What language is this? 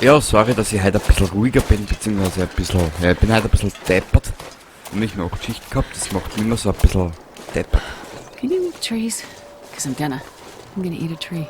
Bavarian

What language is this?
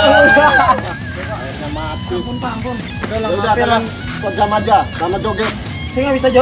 Indonesian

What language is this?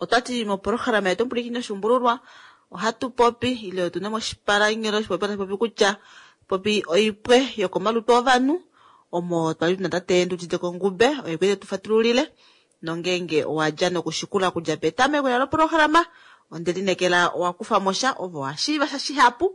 Kuanyama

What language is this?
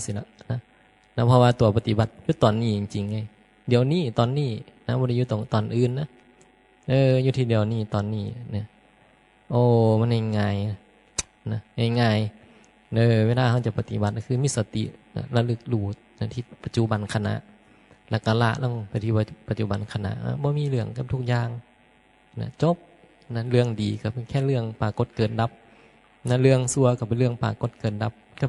Northeastern Thai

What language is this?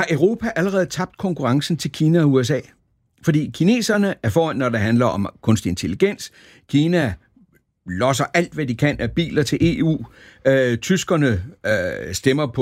Danish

